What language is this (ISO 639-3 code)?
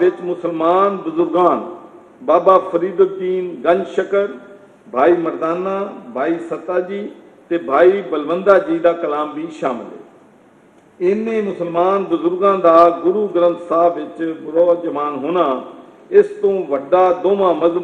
pan